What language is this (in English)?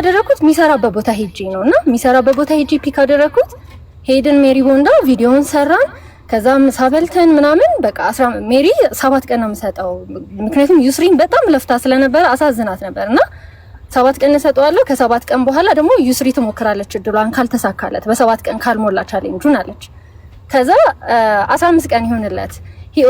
Amharic